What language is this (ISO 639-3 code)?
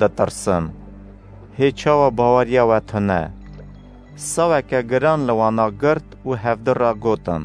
kur